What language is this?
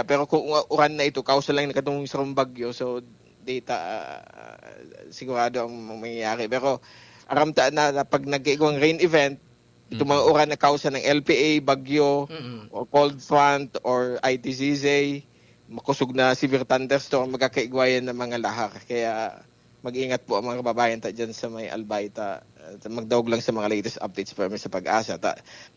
Bikol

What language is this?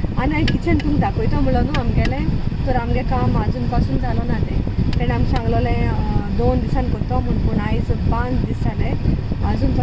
Konkani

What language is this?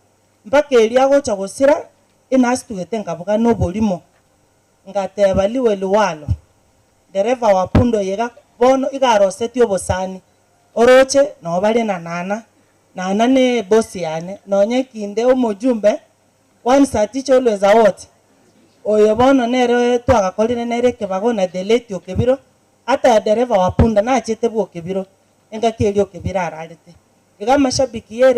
Gusii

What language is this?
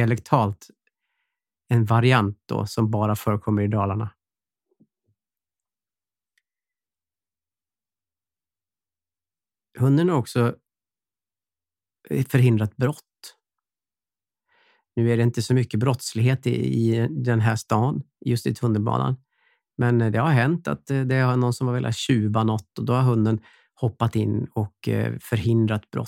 Swedish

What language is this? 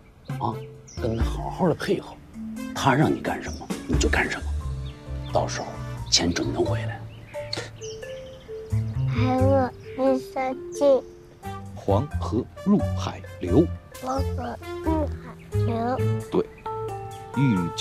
Chinese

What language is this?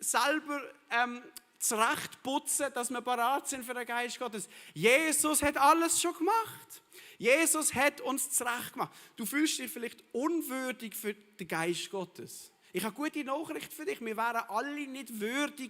Swiss German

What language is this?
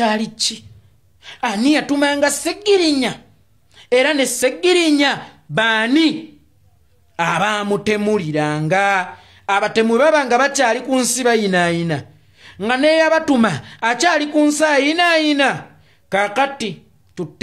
Ganda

